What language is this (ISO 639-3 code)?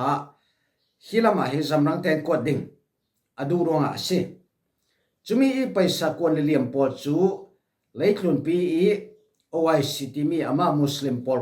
cfm